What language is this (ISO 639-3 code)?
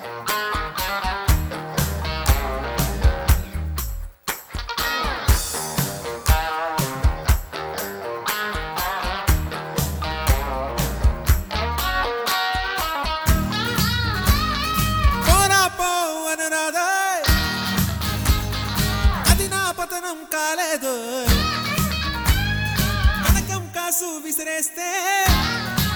tel